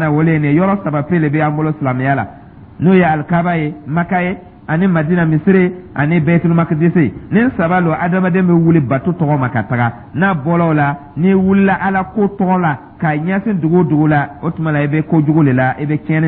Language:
Dyula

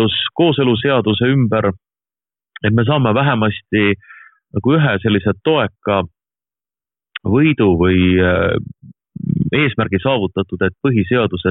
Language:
Estonian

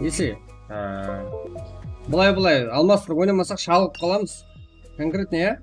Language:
Kara-Kalpak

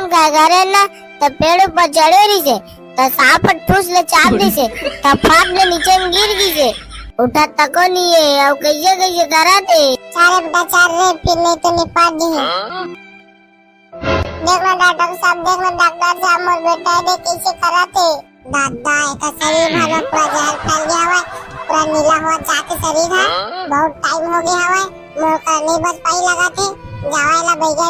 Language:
Chhattisgarhi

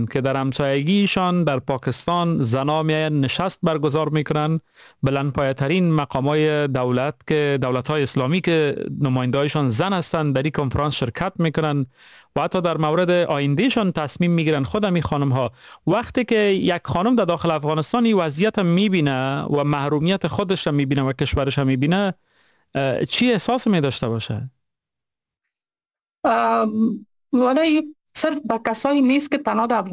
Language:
Persian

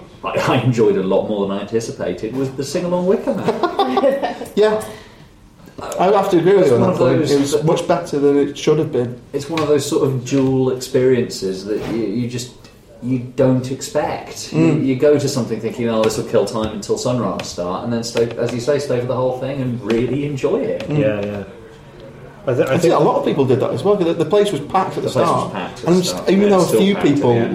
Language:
English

